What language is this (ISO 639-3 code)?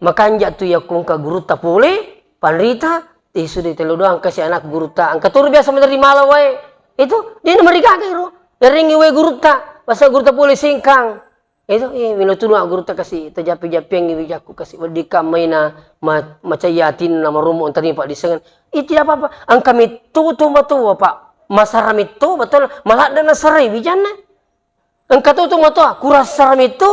bug